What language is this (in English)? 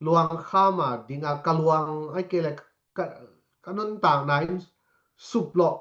Tedim Chin